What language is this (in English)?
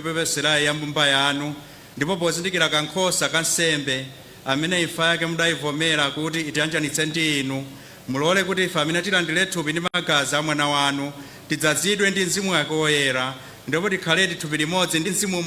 Nyanja